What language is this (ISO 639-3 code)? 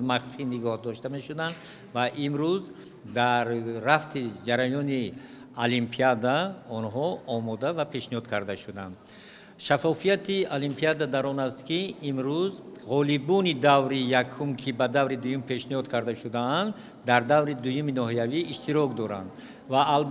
tgk